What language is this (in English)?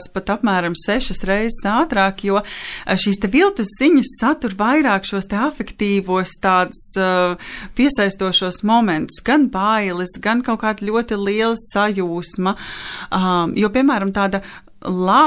Latvian